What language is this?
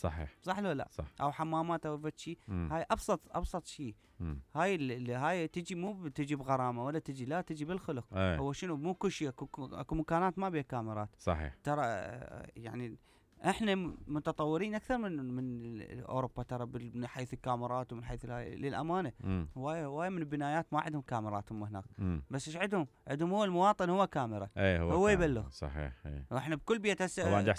Mesopotamian Arabic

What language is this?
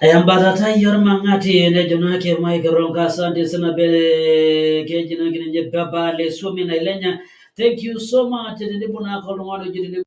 Masai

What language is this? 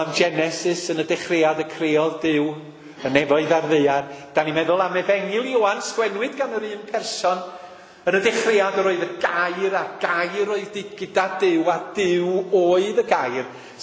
Welsh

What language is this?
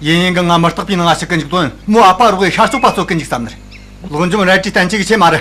Tibetan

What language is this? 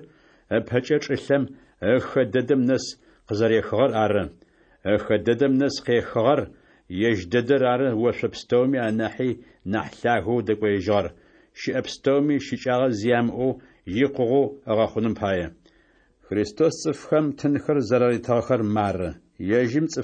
Adyghe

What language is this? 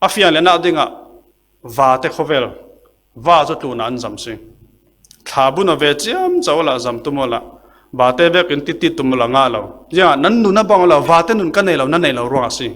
Falam Chin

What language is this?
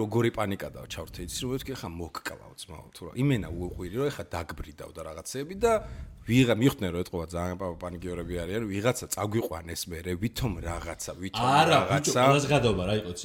Georgian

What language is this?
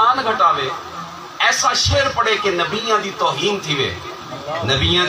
Saraiki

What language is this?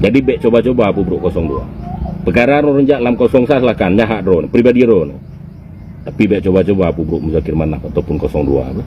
Achinese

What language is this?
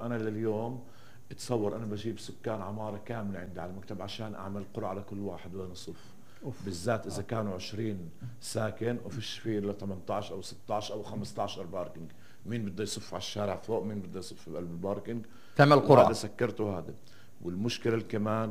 North Levantine Arabic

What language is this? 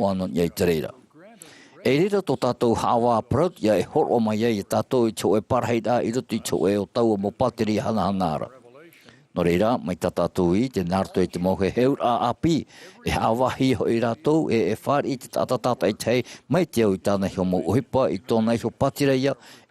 Tahitian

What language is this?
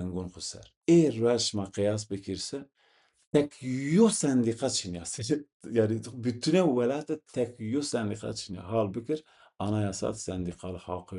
Zaza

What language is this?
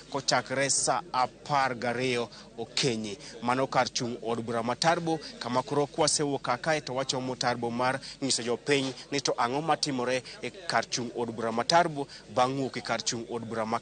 Luo (Kenya and Tanzania)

